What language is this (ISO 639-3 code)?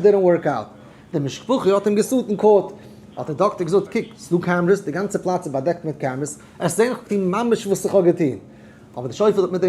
yid